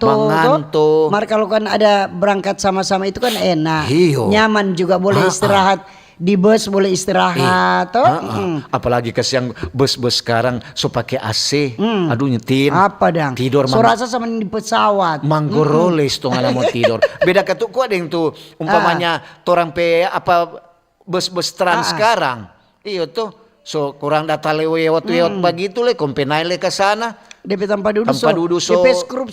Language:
Manado Malay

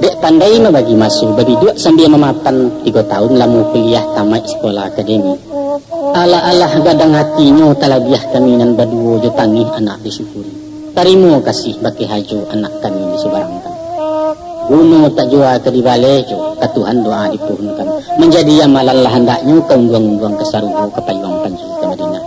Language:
Minangkabau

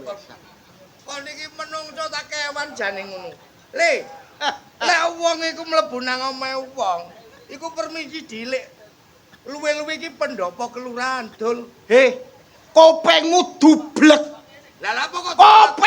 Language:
Javanese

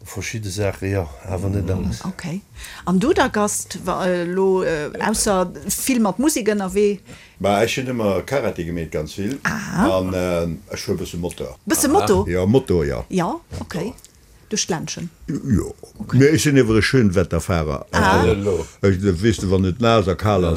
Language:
Luxembourgish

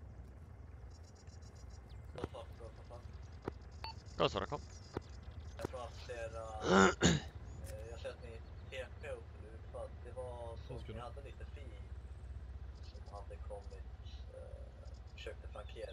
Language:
Swedish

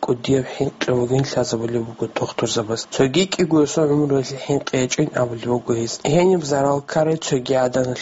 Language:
Avaric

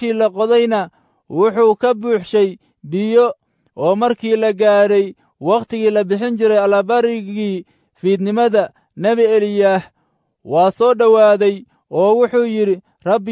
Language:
Somali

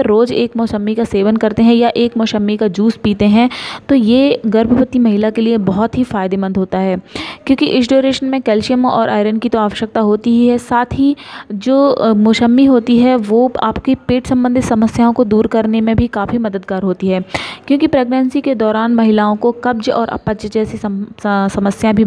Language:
Hindi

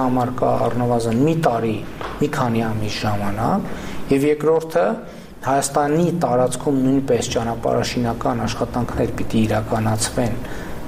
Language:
Armenian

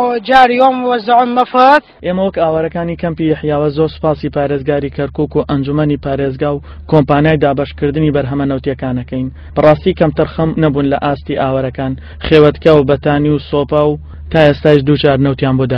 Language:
Central Kurdish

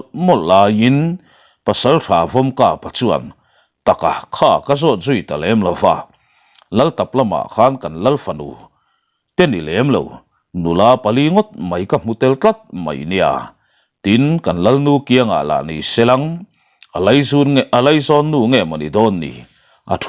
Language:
Mizo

